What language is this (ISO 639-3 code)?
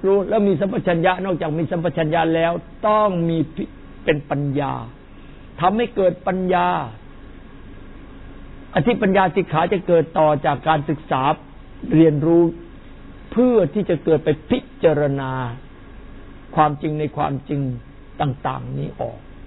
tha